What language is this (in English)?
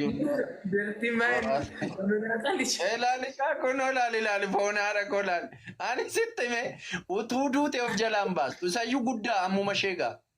Oromo